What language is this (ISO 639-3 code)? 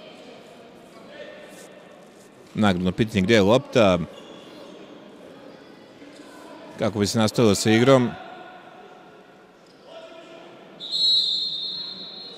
srp